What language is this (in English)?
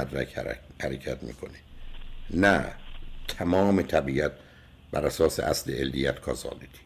Persian